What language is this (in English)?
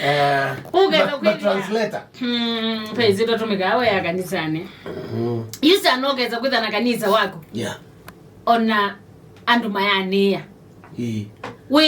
Kamba